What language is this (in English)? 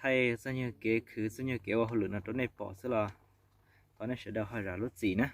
Hmong